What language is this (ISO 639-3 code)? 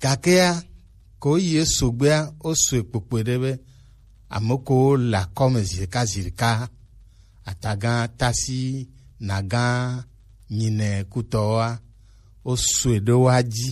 gej